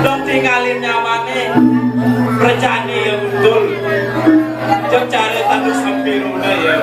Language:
Balinese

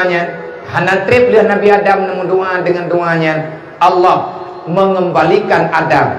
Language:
Achinese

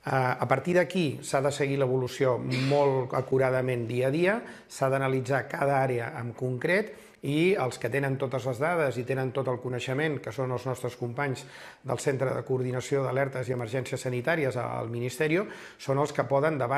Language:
Catalan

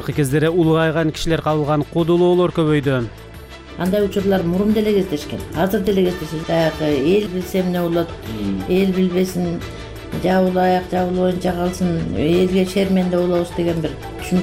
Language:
Kyrgyz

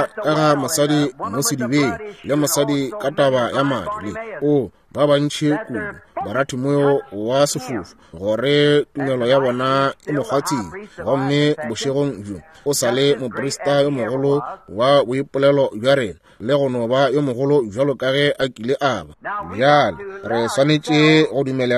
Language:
Northern Sotho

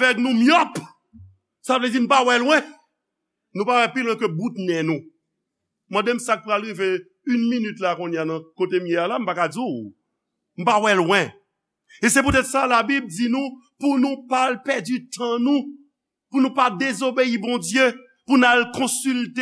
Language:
Haitian Creole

